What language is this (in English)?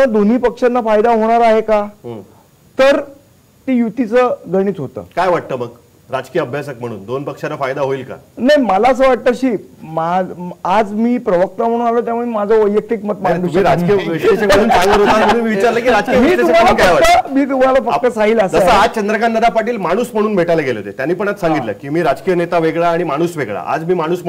Marathi